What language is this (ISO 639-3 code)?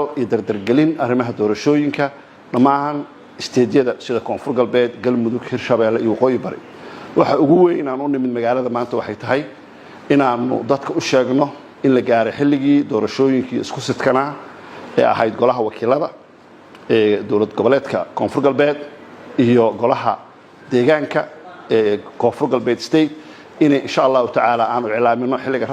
som